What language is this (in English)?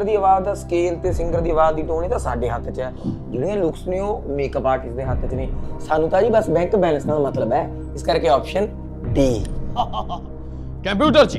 Punjabi